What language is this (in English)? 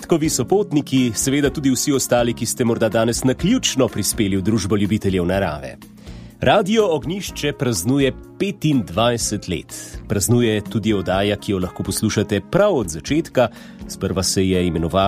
Slovenian